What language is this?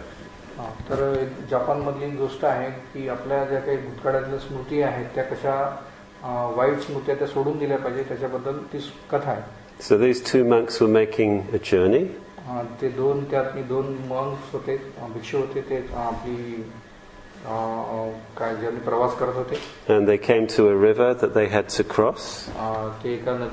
Marathi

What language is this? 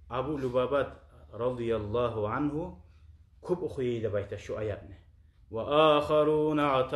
Kumyk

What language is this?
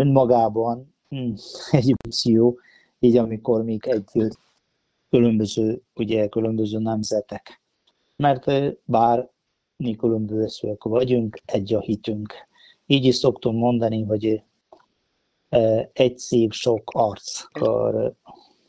Hungarian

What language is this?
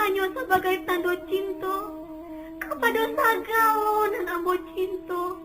Minangkabau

